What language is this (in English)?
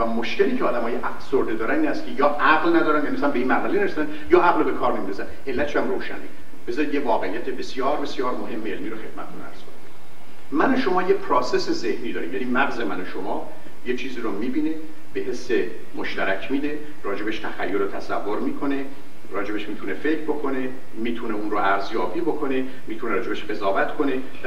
Persian